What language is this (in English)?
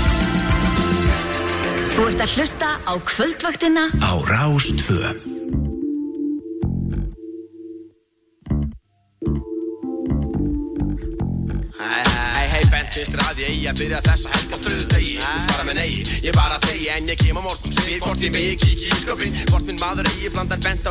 Icelandic